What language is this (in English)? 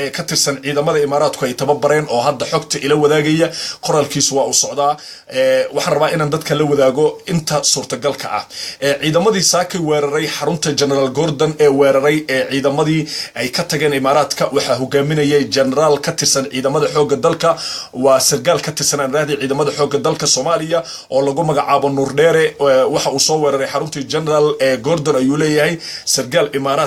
Somali